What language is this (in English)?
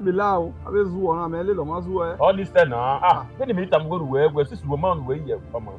Bini